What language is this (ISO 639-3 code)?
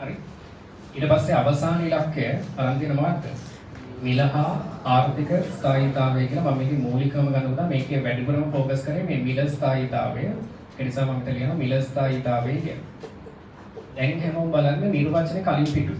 sin